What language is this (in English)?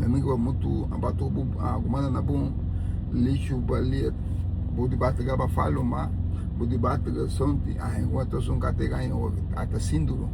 Garifuna